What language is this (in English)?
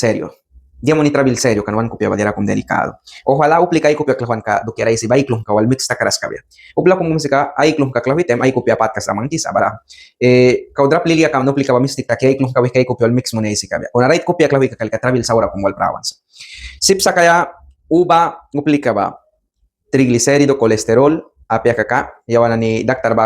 Mískito